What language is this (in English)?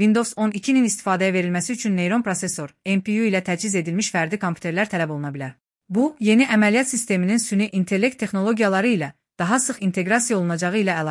Azerbaijani